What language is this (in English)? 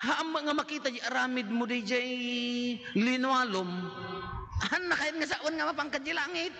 Iloko